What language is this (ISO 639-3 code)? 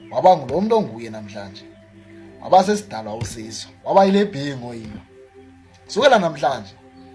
zul